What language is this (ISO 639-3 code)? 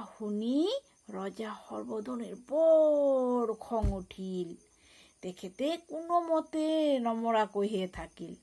asm